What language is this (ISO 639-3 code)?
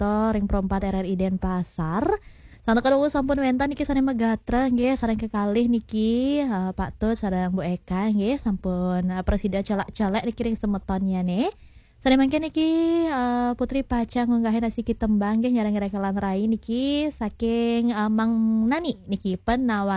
ban